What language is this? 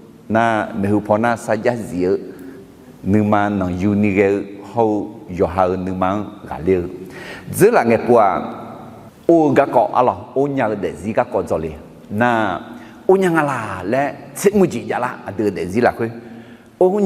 Akha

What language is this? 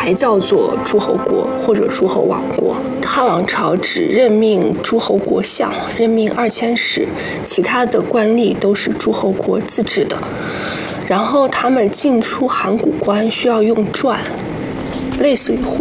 Chinese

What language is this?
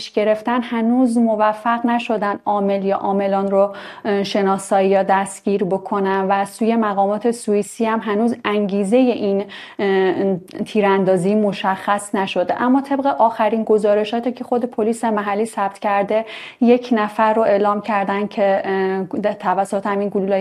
Persian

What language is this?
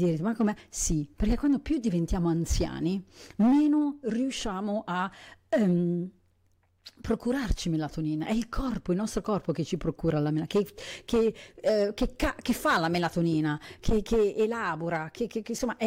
Italian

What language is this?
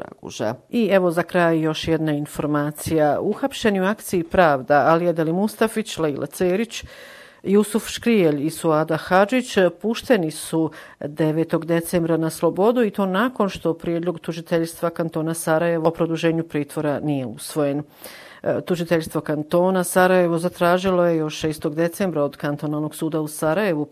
Bosnian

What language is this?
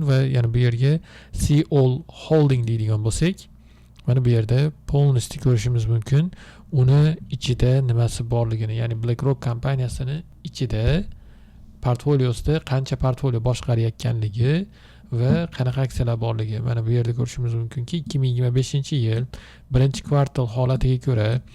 Uzbek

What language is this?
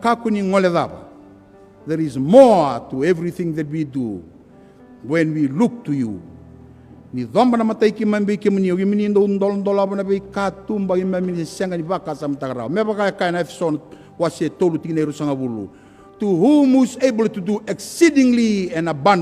Fijian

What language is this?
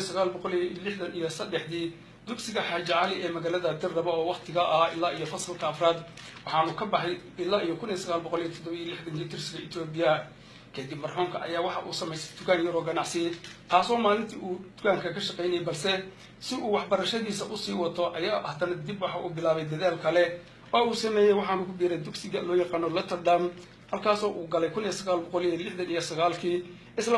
Somali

